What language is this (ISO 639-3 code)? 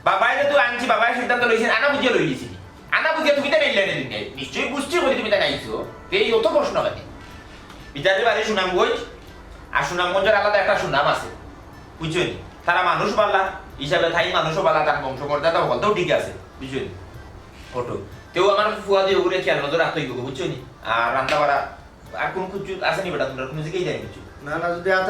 syl